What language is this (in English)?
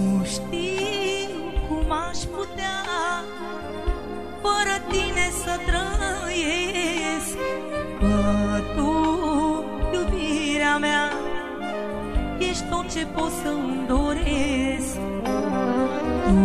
Romanian